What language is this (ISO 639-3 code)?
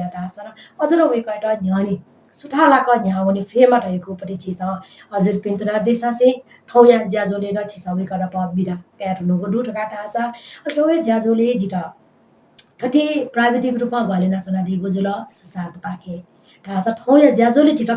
new